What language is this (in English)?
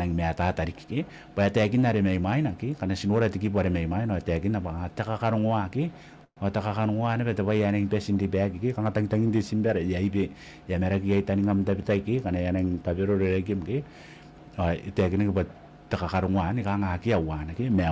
Gilbertese